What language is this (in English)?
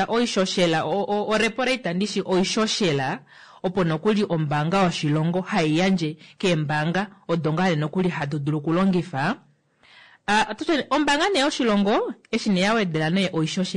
Kuanyama